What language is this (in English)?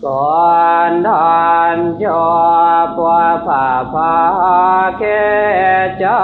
Pali